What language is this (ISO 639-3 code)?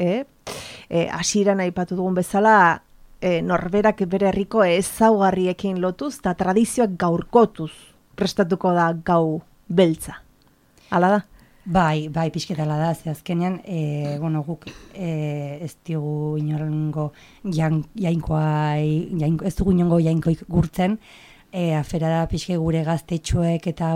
eus